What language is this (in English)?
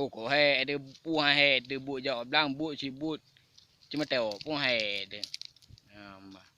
Achinese